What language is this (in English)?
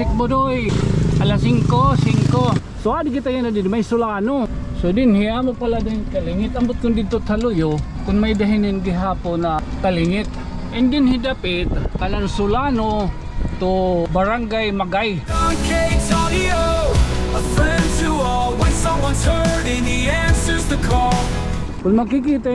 Waray